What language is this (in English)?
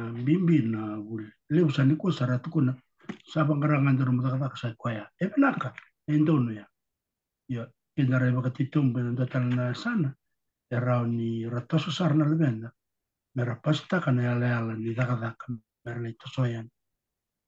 Fijian